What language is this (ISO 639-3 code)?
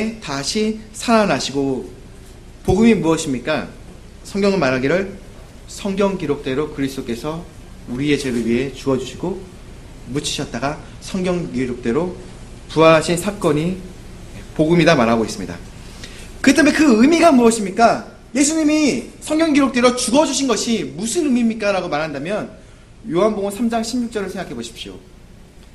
kor